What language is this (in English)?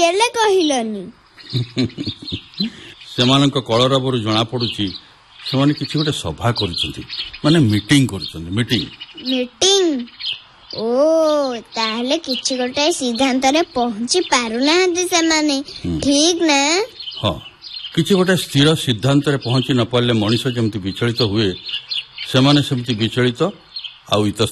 Odia